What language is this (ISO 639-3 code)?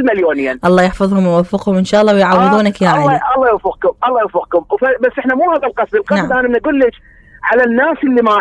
acm